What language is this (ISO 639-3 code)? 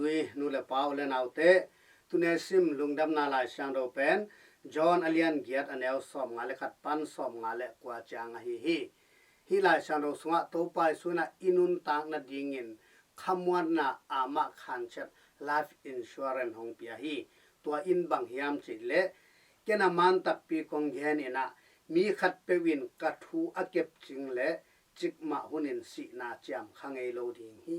ctd